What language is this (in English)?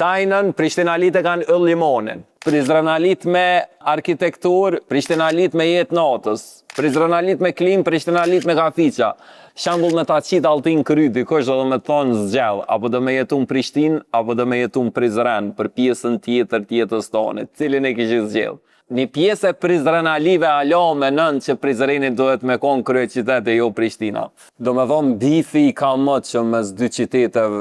Albanian